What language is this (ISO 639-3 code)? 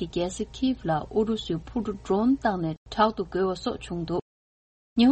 bod